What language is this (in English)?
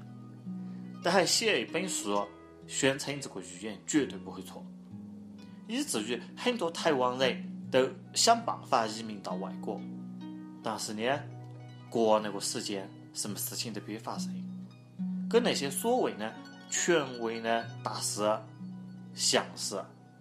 Chinese